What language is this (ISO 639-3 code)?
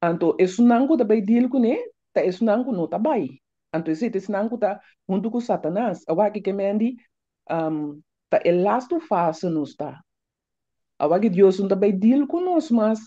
pap